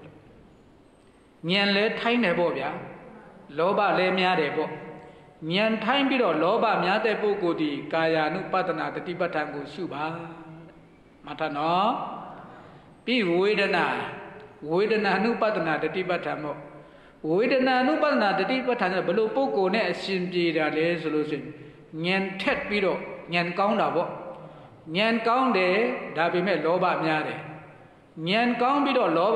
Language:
Burmese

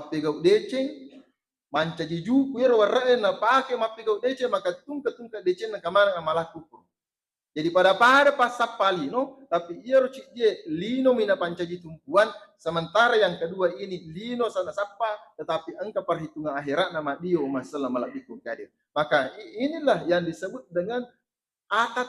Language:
Buginese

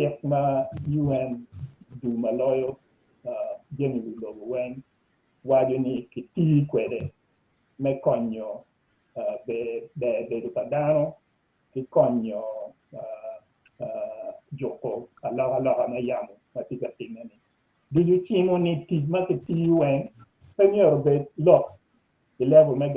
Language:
Acoli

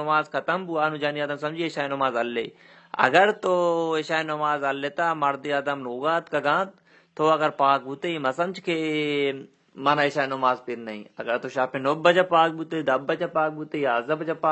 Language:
Baluchi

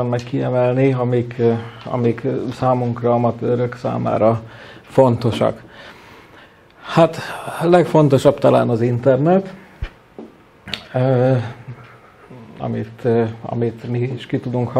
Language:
Hungarian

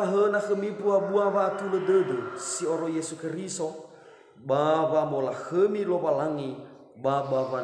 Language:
Nias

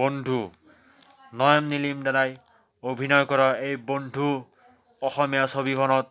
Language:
Assamese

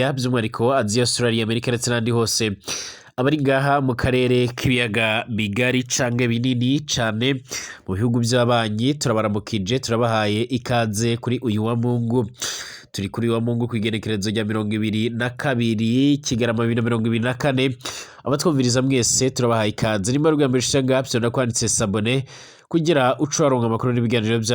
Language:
Rundi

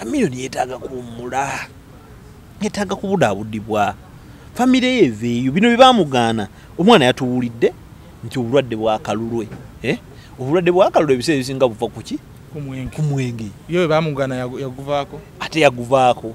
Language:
Ganda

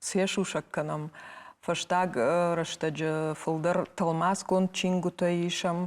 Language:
Ossetic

